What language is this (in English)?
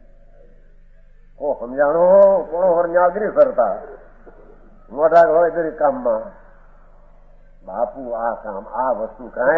Gujarati